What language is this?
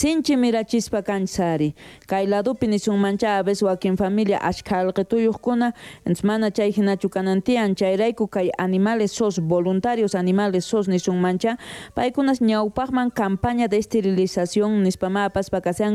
South Bolivian Quechua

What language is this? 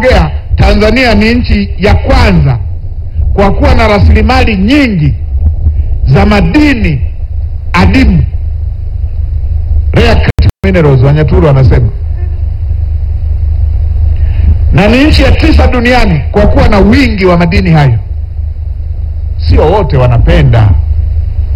Swahili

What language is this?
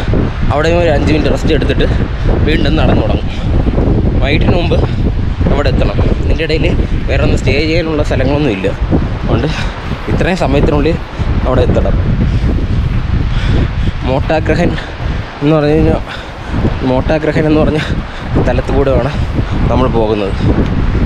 Malayalam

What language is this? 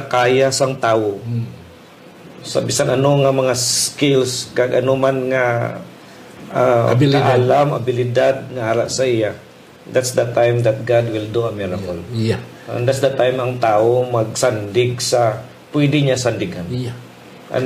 Hiligaynon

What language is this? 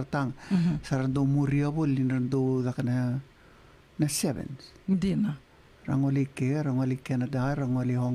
Fijian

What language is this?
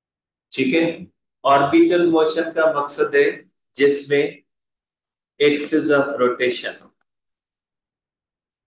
Hindi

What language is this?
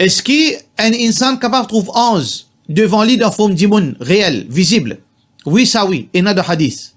Morisyen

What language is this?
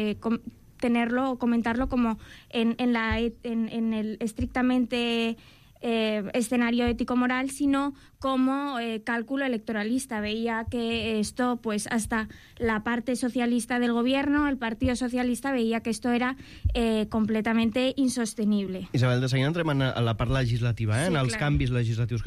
Catalan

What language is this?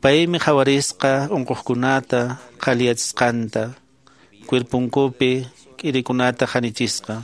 Quechua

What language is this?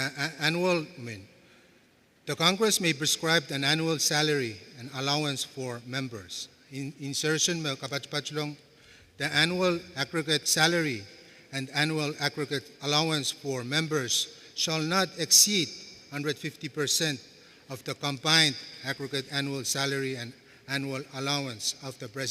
Pohnpeian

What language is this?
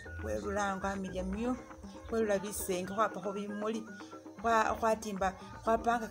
Masaaba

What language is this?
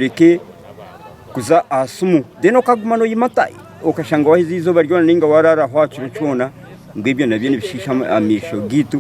Nyankole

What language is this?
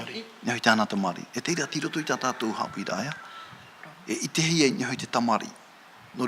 Tahitian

